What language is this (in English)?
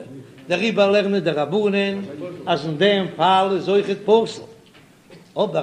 Yiddish